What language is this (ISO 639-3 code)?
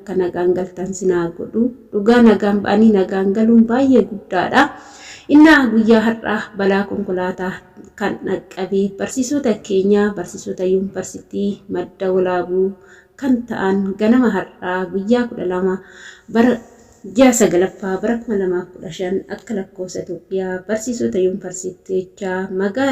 orm